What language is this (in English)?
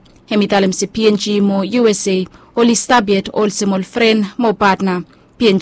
Bislama